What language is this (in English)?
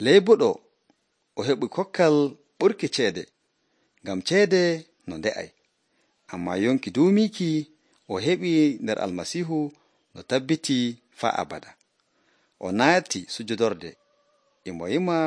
Nigerian Fulfulde